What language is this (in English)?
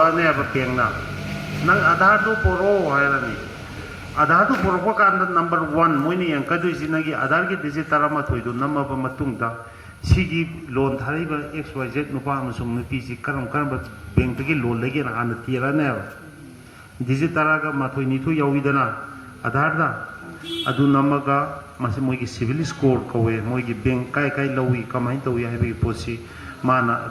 Manipuri